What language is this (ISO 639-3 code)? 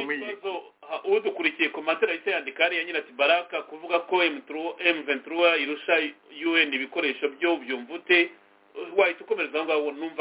kin